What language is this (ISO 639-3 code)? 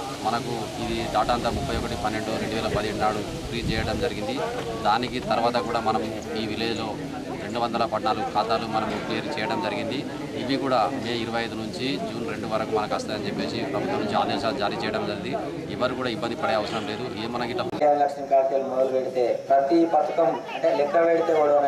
tel